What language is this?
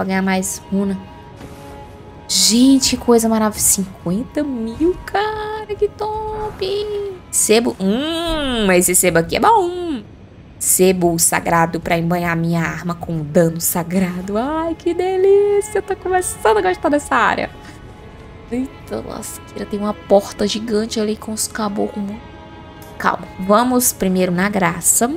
Portuguese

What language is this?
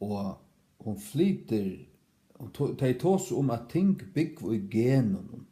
Faroese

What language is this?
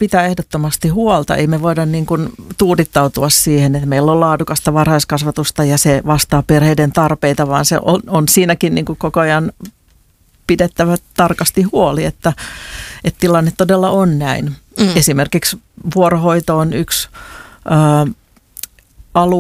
Finnish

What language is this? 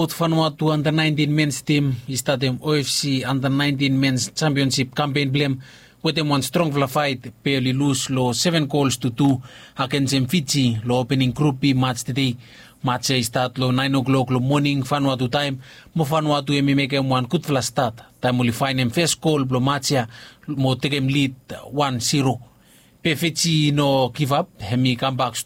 Bislama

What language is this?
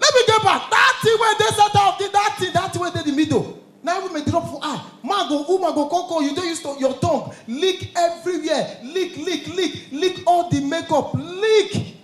Nigerian Pidgin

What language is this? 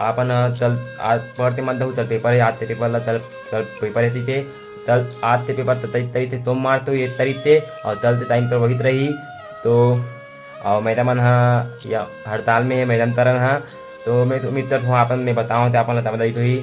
Chhattisgarhi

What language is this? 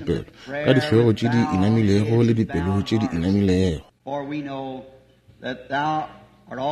Northern Sotho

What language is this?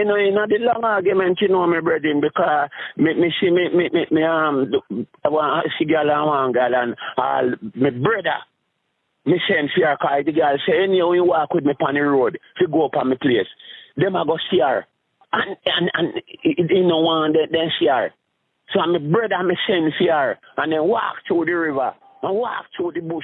Jamaican Creole English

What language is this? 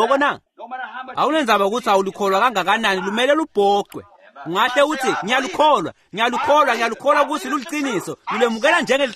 Swati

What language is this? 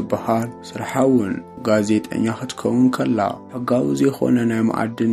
Tigrinya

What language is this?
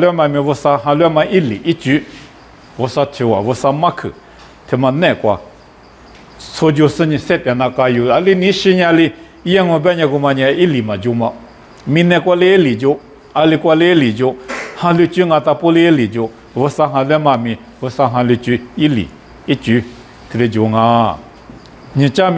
Lisu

